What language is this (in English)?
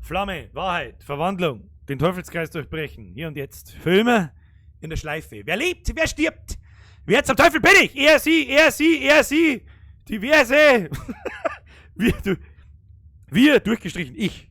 Bavarian